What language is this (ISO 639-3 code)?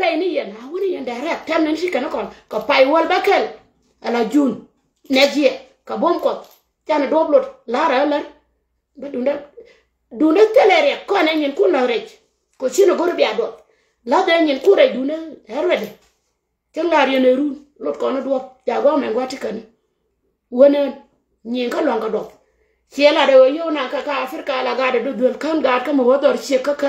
nus